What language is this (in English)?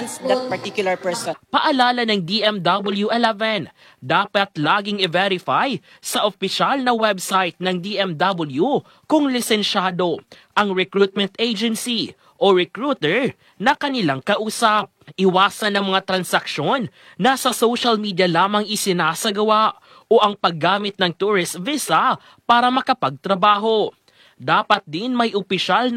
Filipino